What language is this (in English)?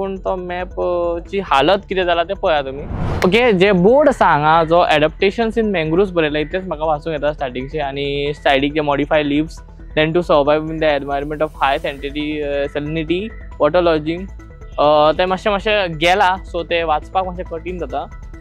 Konkani